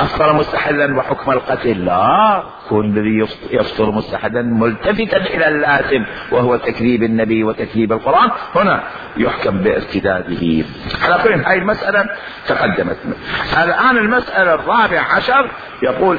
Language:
Mesopotamian Arabic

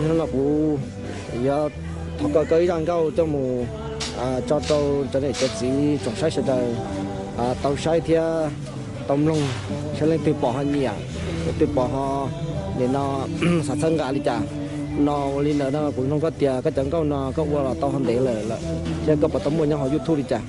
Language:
Hmong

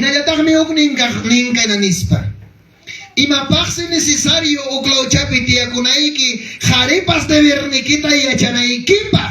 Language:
Ayacucho Quechua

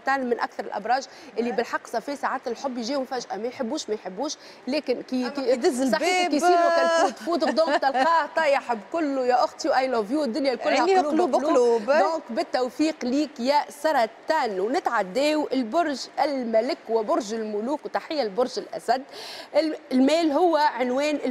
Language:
Tunisian Arabic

